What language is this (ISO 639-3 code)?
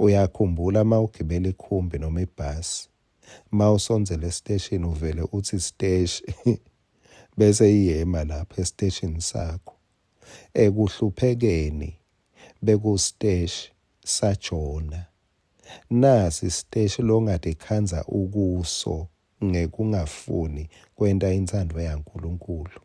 ssw